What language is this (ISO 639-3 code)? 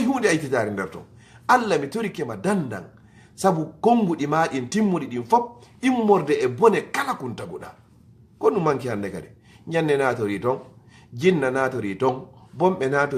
ful